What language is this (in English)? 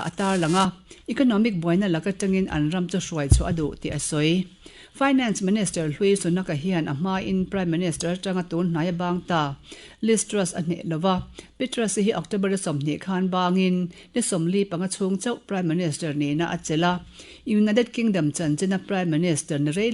Mizo